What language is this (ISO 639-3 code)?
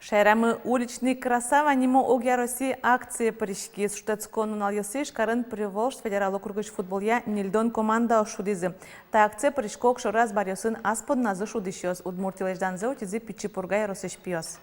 udm